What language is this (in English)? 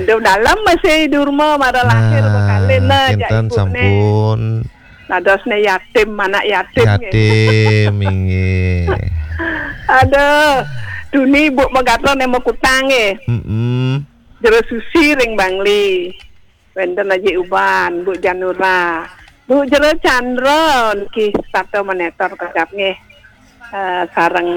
Balinese